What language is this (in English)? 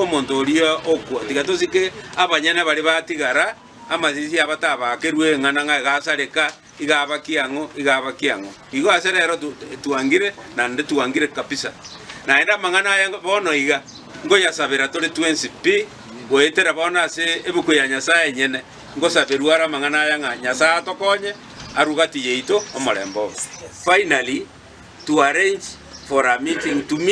Gusii